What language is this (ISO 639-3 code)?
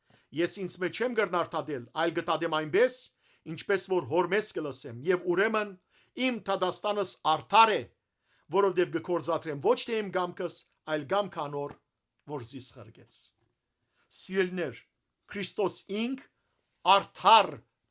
hyw